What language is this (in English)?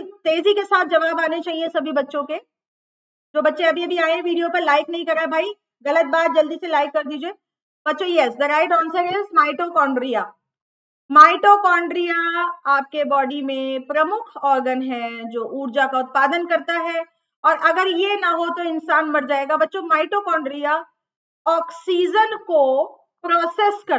Hindi